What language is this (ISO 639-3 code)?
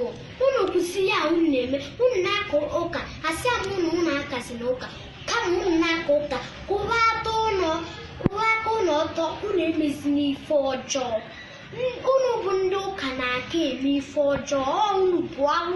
ibo